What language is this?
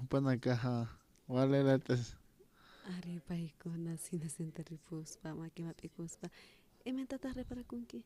Aymara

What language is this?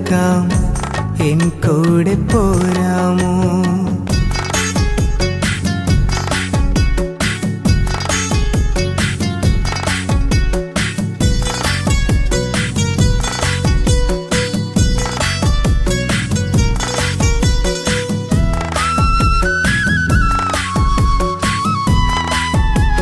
Malayalam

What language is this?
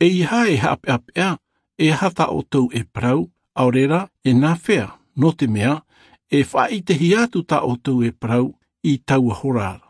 Tahitian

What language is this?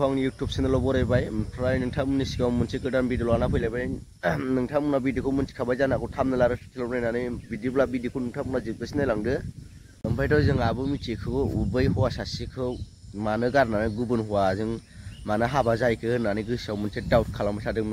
Bodo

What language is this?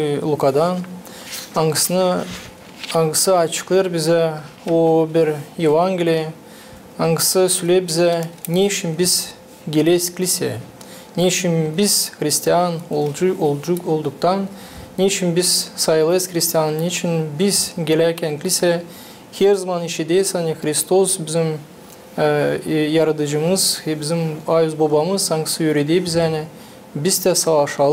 Gagauz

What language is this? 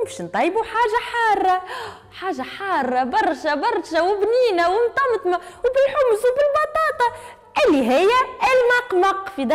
Tunisian Arabic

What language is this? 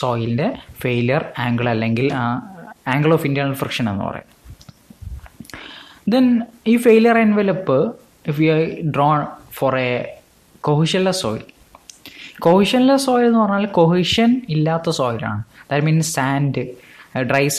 Malayalam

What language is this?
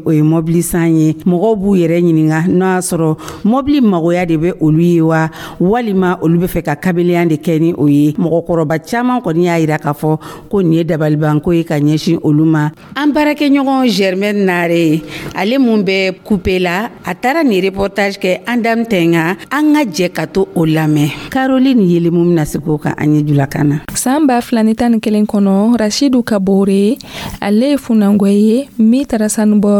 Dyula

